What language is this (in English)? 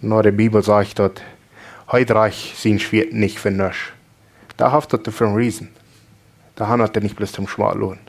Plautdietsch